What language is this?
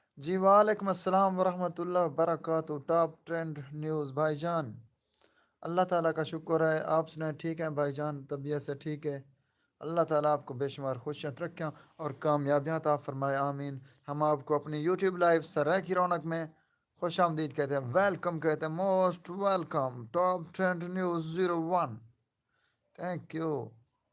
Saraiki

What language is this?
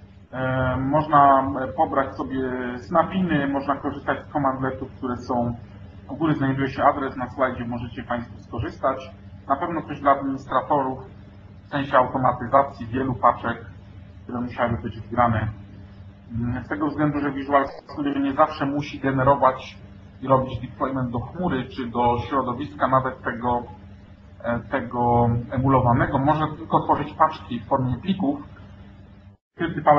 Polish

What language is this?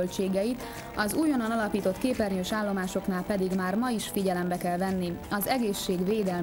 Hungarian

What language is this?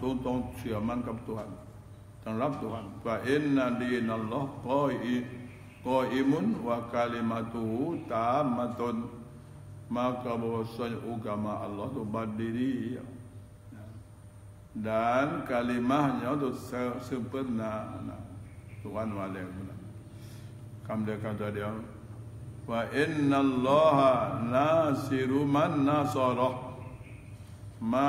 Malay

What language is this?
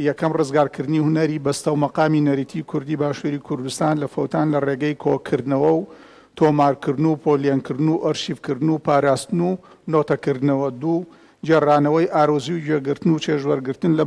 Central Kurdish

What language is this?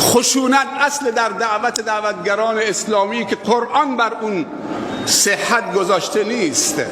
Persian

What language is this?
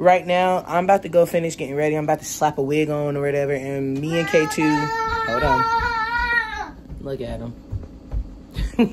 English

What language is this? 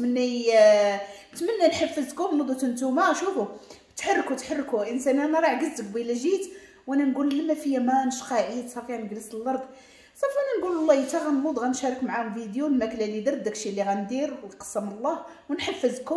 Moroccan Arabic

